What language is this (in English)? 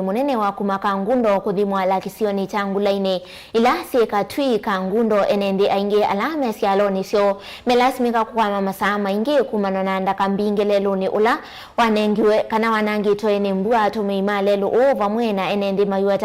Kamba